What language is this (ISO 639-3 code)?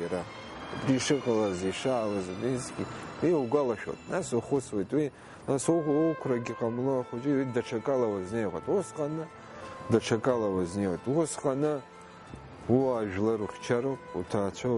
abk